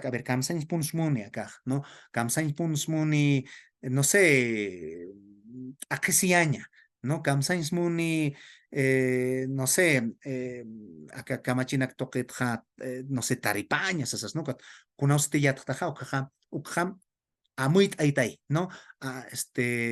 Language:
Aymara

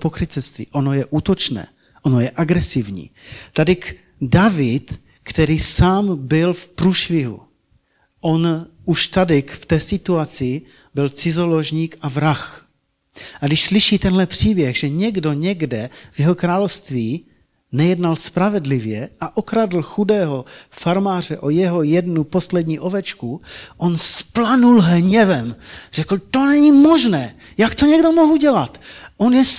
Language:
Czech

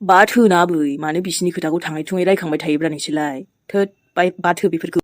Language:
Bodo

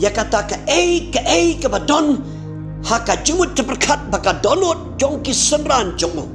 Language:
Khasi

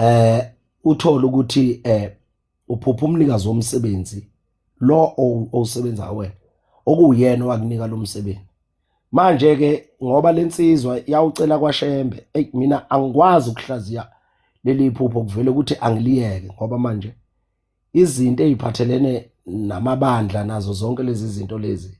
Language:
Zulu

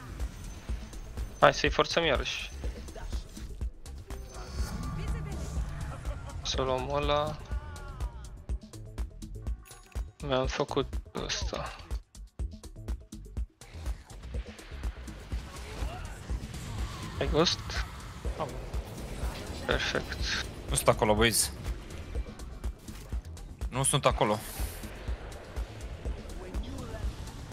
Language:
Romanian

